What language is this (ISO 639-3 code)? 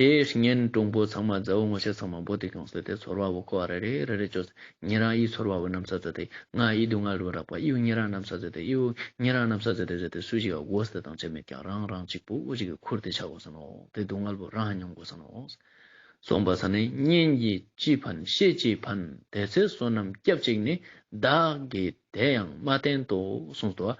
lbj